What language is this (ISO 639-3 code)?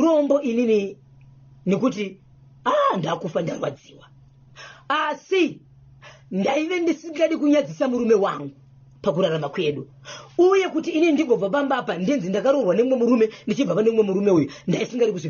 sna